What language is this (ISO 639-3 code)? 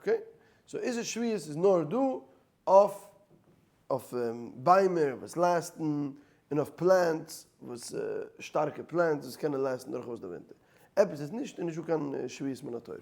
yid